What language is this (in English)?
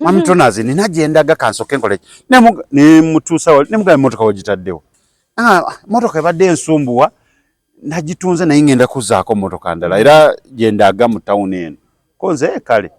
Ganda